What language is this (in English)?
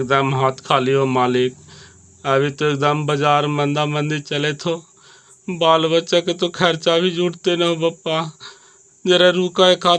Magahi